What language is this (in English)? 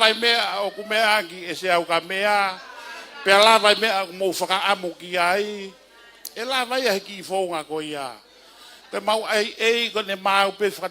Tongan